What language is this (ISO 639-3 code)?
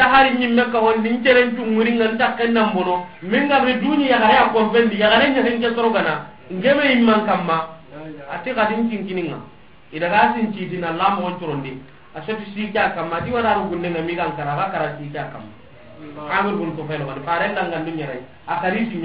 snk